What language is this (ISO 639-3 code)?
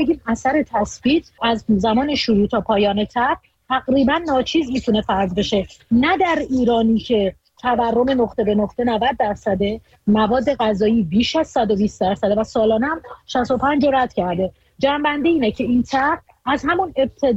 fas